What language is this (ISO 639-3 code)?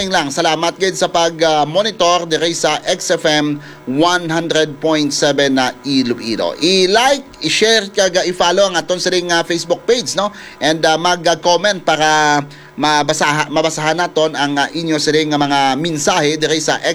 hil